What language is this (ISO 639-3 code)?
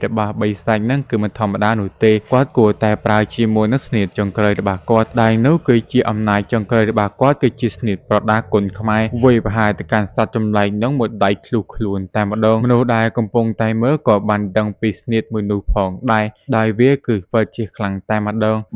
khm